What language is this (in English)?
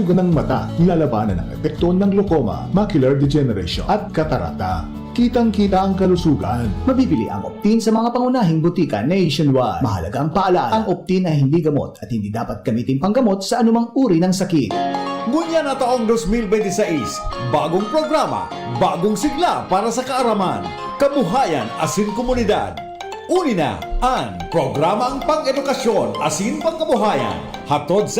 Bikol